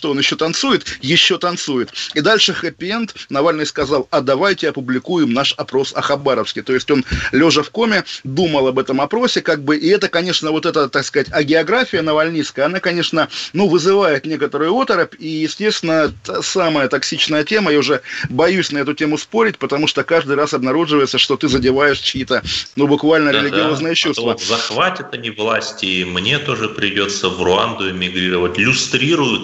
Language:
Russian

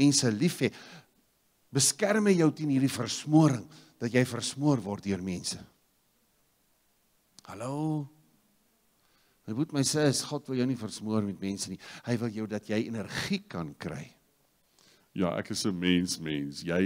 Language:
Afrikaans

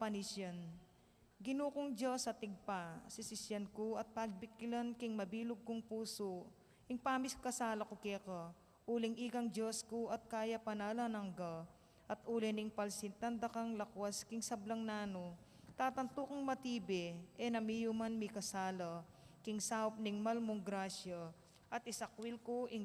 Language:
Pampanga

